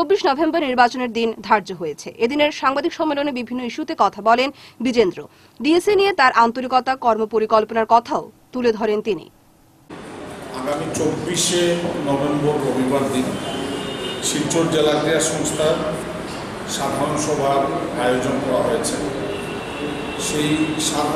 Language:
Bangla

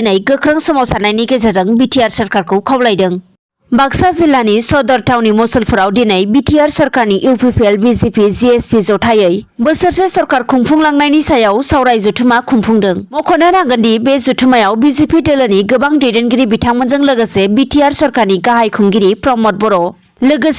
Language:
Bodo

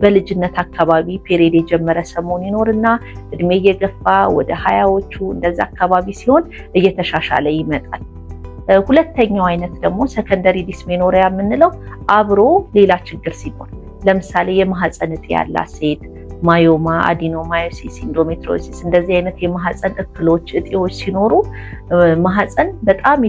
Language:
Amharic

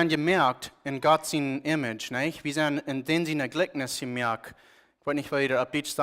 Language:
Plautdietsch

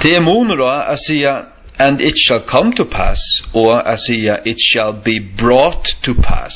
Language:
Faroese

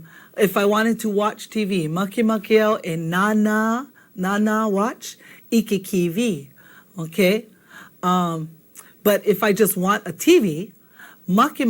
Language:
Hawaiian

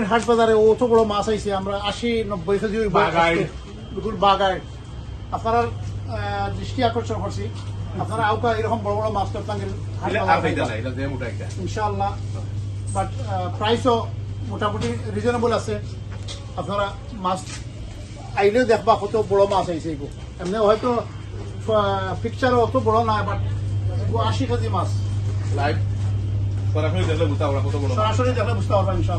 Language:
Sylheti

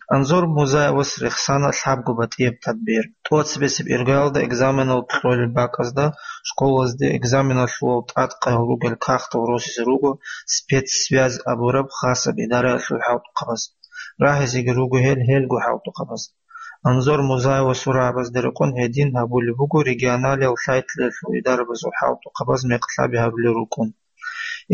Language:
Avaric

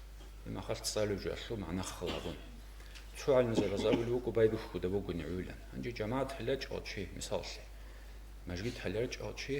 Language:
Avaric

